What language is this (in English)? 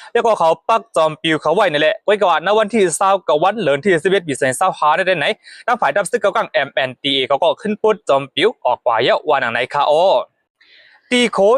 Shan